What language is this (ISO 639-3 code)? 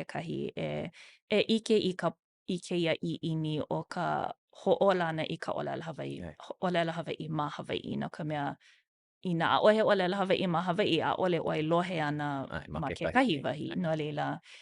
haw